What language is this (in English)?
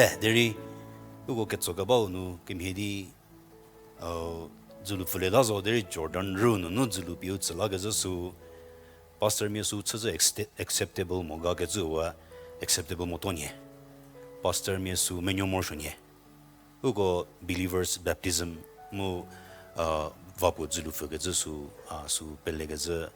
Angami Naga